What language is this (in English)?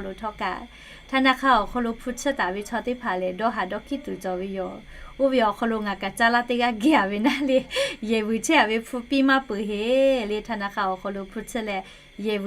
Lahu